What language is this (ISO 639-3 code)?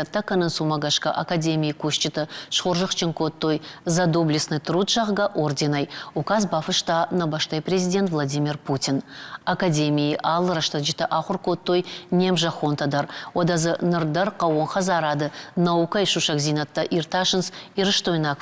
oss